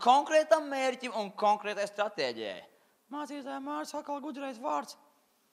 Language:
Latvian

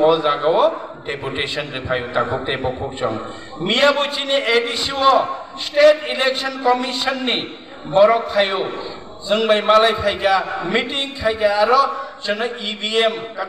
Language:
Kok Borok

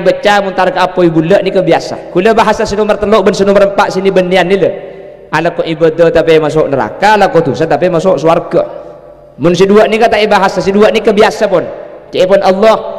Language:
Madurese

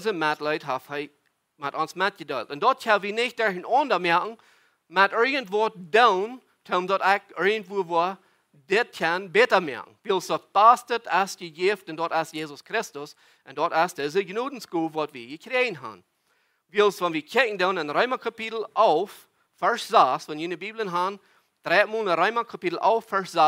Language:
Plautdietsch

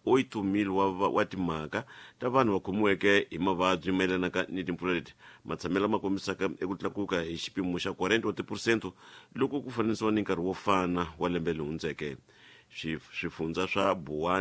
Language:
Tsonga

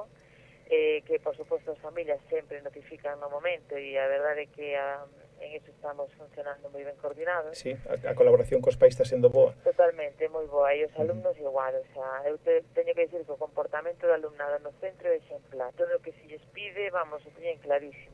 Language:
Galician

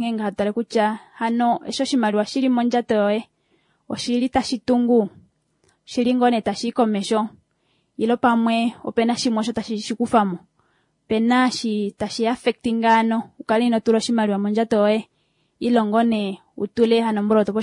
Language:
Kuanyama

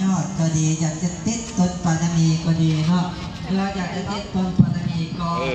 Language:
Lao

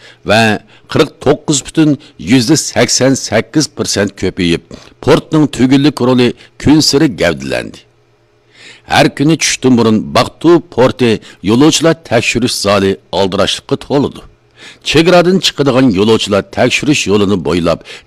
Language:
Uyghur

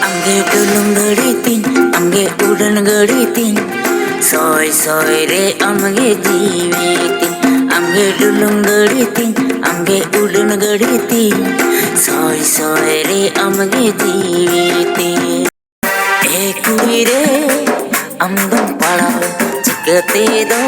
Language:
Santali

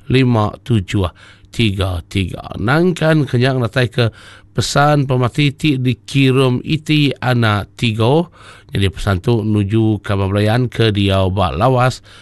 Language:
Iban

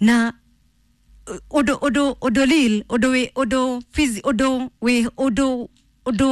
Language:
Kikuyu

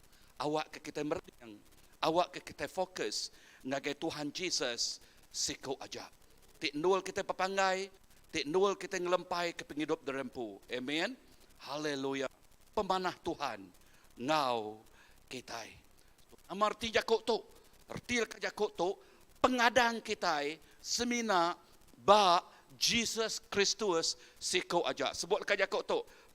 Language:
Iban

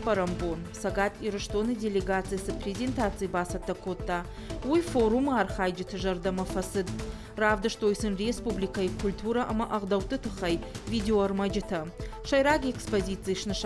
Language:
Ossetic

